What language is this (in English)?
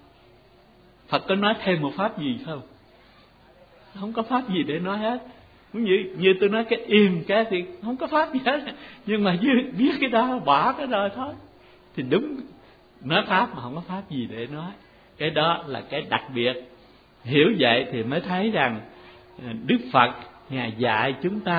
Vietnamese